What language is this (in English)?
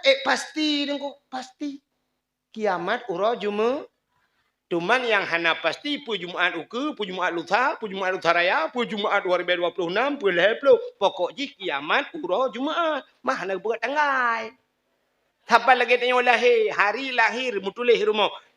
Achinese